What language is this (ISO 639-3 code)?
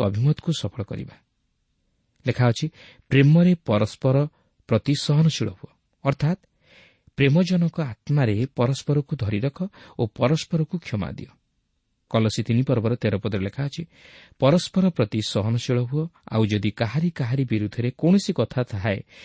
ori